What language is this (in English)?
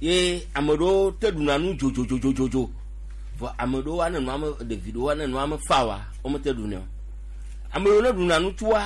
Gen